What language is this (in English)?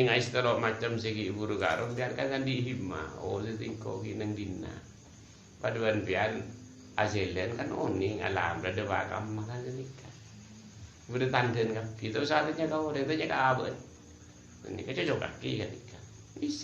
Madurese